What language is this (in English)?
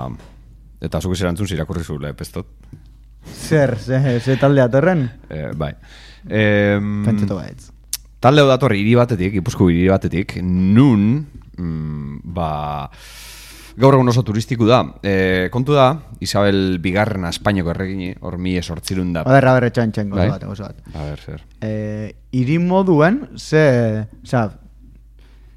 Basque